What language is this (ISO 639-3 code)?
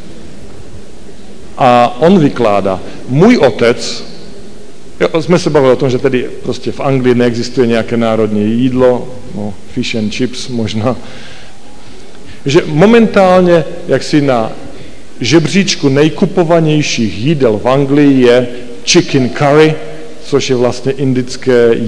ces